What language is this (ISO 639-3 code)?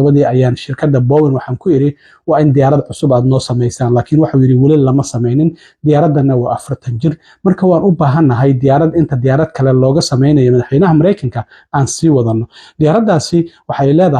som